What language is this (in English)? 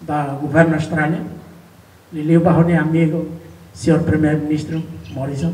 Tetum